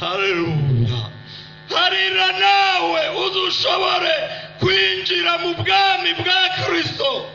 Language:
Rundi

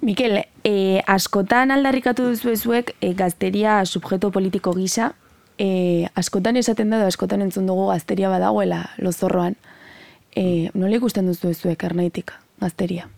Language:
Basque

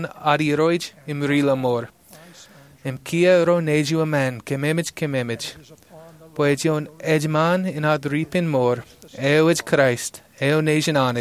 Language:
Marshallese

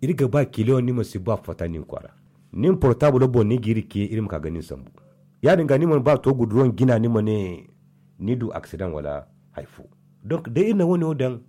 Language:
Zarma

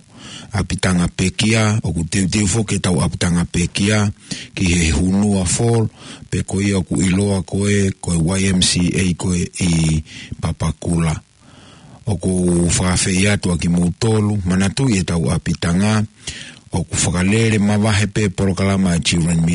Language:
Tongan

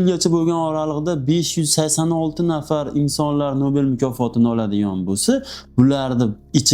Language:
Uzbek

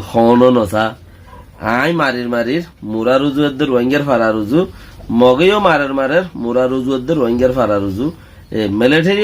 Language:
Rohingya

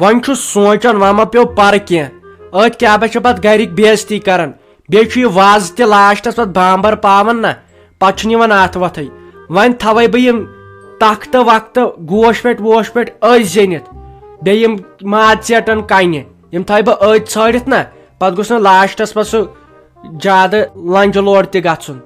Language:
Kashmiri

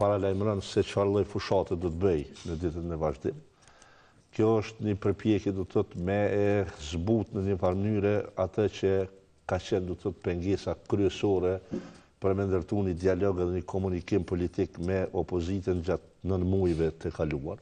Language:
Albanian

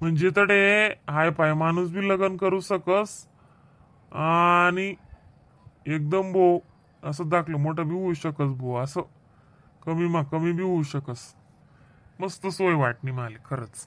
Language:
Khandesi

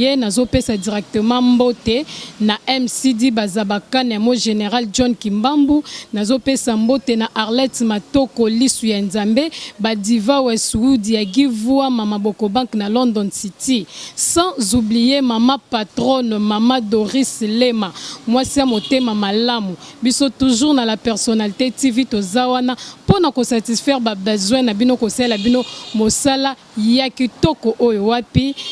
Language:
Lingala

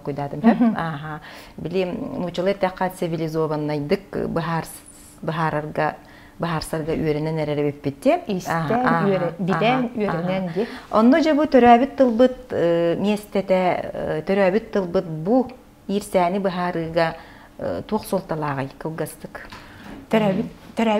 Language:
Yakut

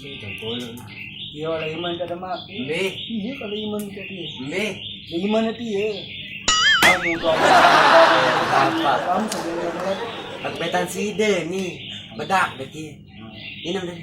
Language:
Sasak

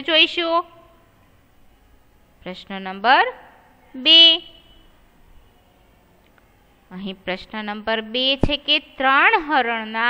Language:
Gujarati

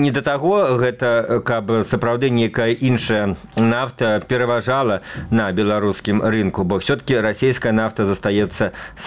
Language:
Belarusian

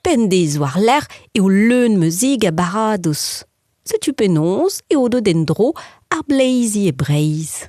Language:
Breton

